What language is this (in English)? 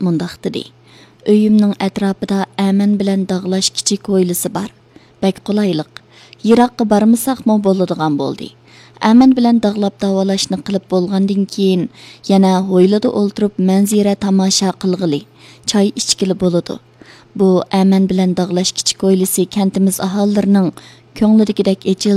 Uyghur